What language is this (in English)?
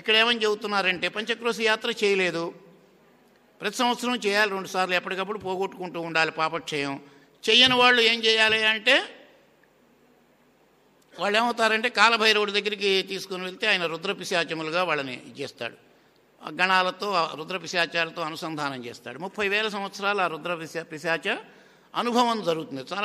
Telugu